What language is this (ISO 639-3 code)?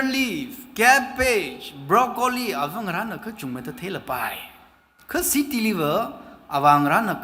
nmf